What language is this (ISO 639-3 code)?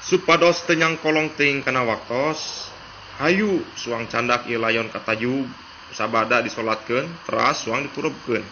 sun